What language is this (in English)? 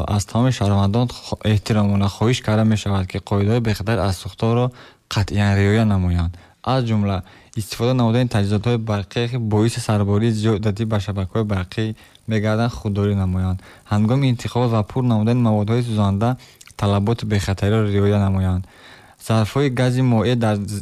Tajik